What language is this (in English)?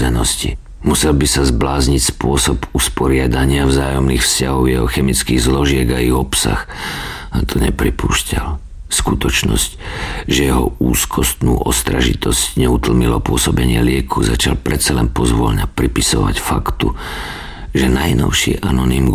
Slovak